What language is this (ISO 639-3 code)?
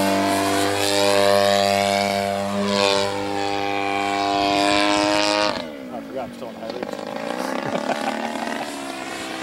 eng